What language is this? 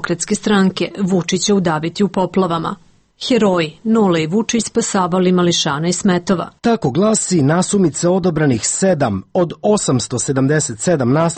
Serbian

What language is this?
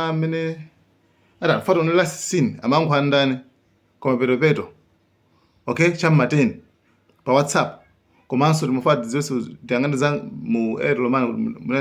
Nyanja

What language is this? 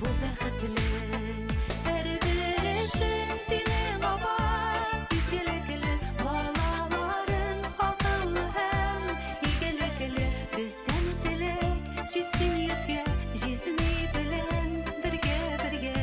Bashkir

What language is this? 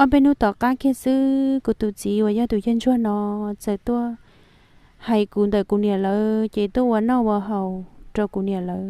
Hmong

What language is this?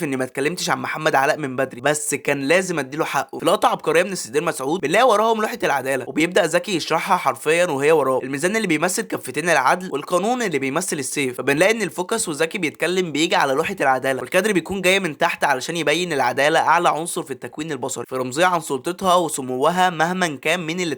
Egyptian Arabic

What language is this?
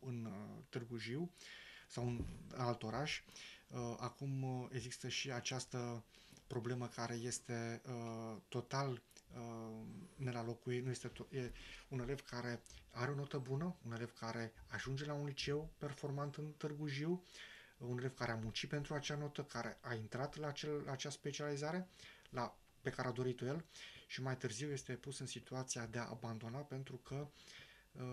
Romanian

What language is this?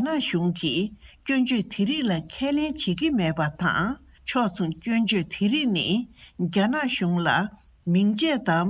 Tibetan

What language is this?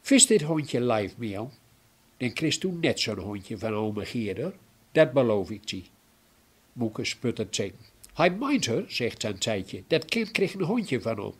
Gronings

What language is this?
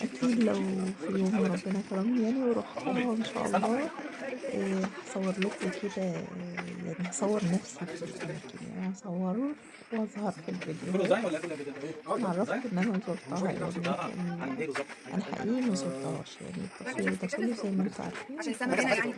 Egyptian Arabic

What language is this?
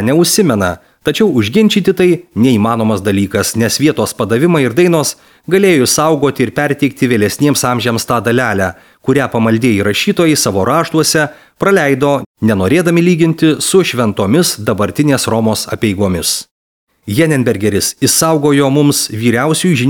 Lithuanian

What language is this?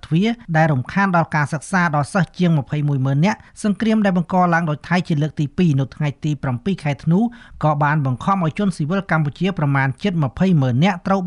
Khmer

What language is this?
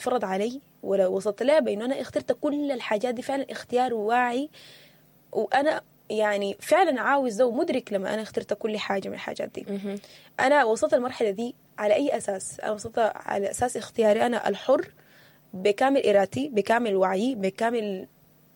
Sudanese Arabic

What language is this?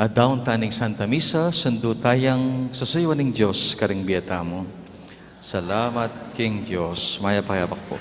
Pampanga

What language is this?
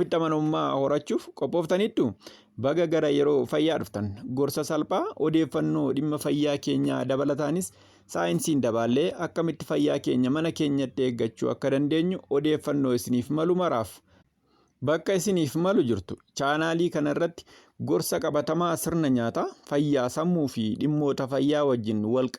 Oromo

